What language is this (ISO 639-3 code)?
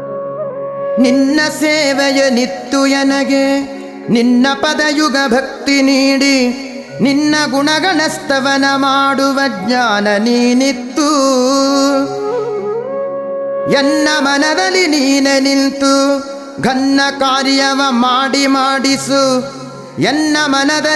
kan